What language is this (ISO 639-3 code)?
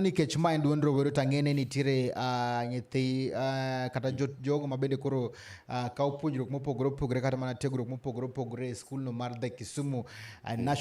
luo